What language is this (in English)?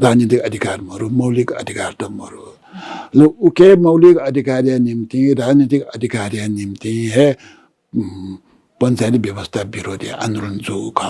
Newari